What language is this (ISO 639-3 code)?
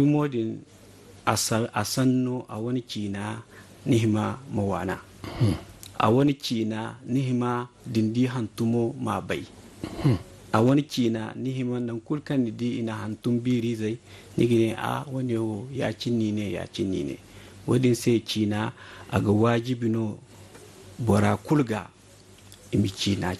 dje